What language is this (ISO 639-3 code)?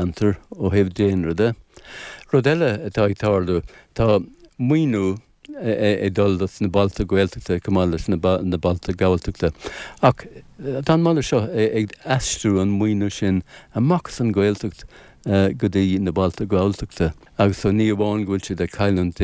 gle